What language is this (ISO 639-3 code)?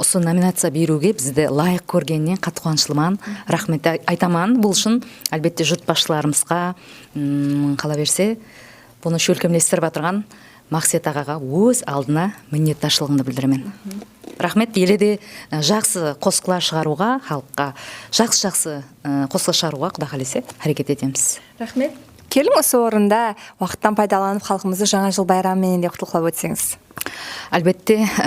kaa